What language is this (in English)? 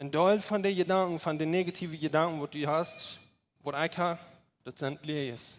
Plautdietsch